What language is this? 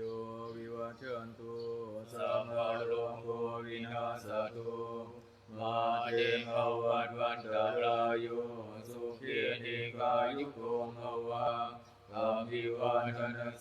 Northeastern Thai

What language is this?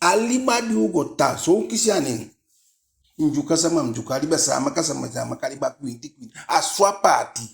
Eastern Maroon Creole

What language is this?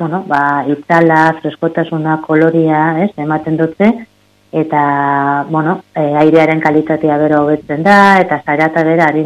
Basque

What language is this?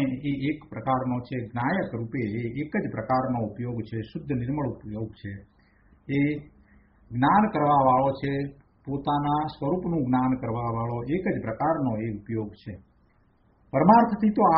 Gujarati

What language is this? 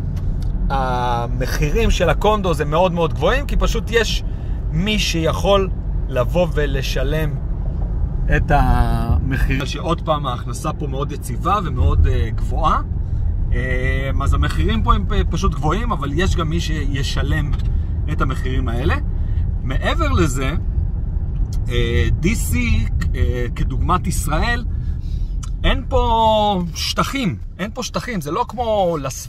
Hebrew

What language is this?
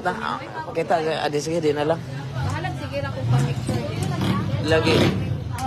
Cebuano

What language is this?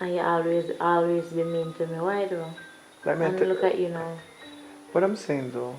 Jamaican Creole English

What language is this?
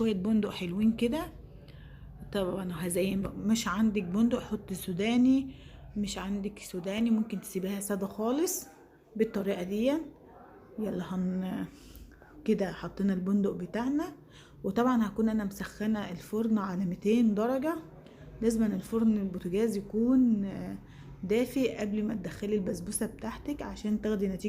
Egyptian Arabic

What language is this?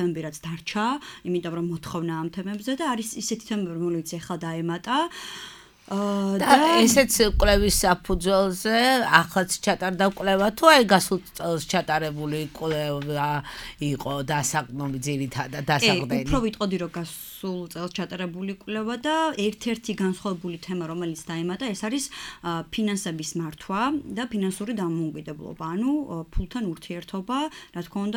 Georgian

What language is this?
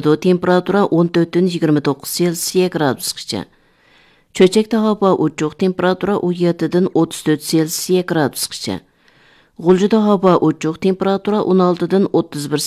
Uyghur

